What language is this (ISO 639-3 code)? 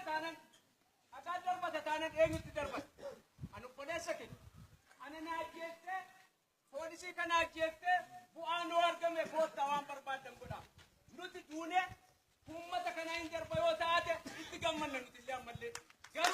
orm